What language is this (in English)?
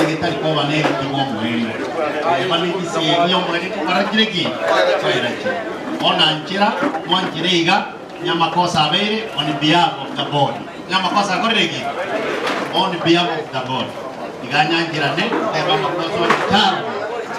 Gusii